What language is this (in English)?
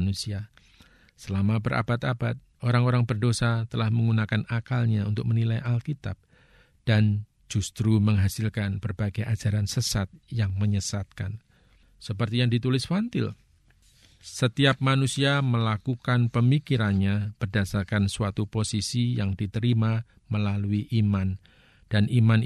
Indonesian